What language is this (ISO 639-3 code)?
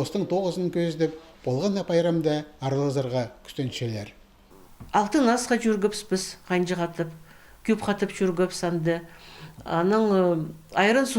kjh